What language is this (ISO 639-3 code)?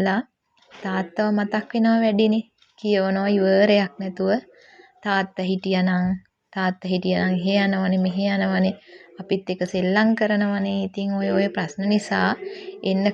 sin